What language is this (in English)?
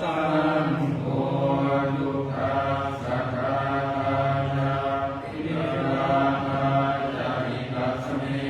Pali